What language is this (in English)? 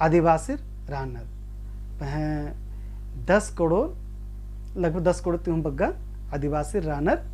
Kurukh